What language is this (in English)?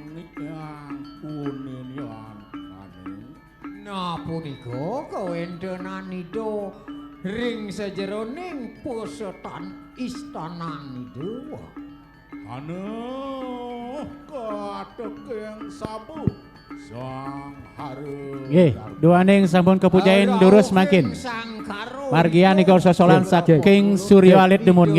Balinese